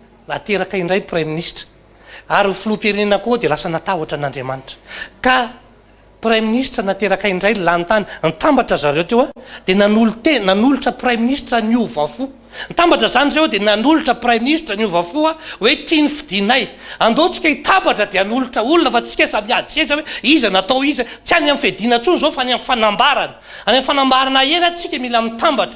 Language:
Malagasy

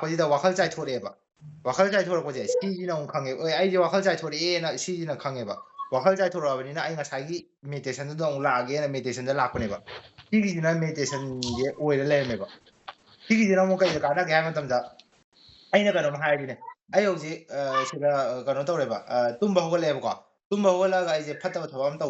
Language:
Manipuri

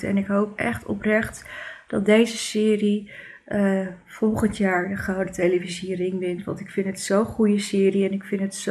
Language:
Dutch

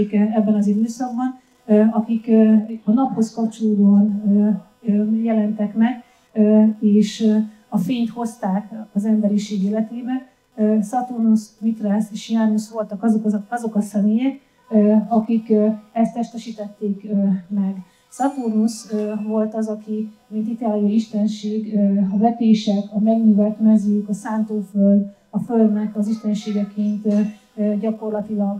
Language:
Hungarian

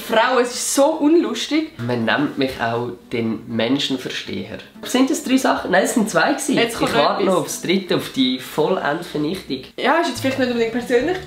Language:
Swiss German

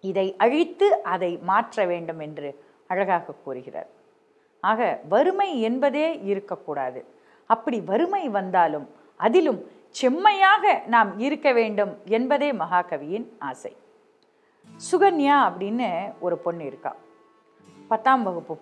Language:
Tamil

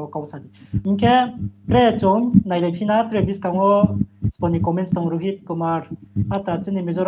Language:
Riang (India)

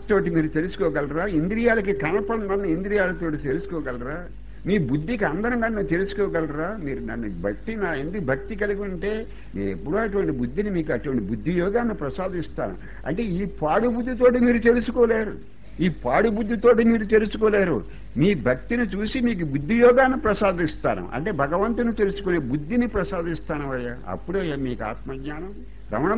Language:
Telugu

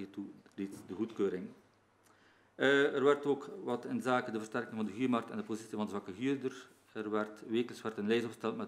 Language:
Dutch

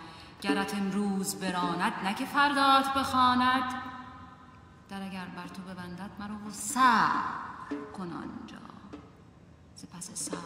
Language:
Persian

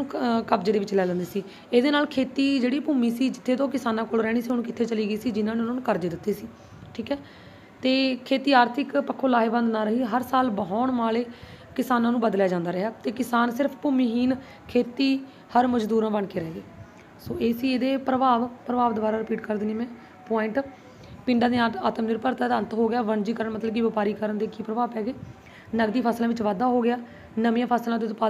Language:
Punjabi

